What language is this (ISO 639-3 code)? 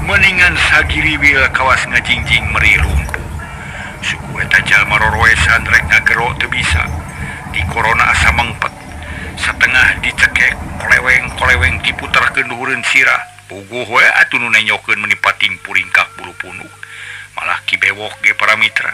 sun